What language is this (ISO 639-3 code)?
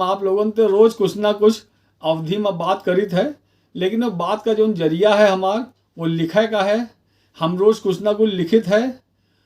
awa